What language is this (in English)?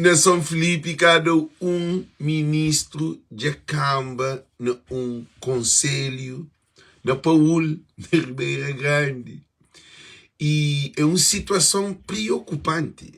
Kabuverdianu